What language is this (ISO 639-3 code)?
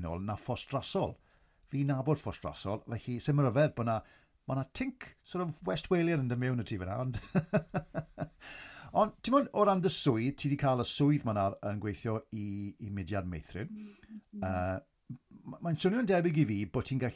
cym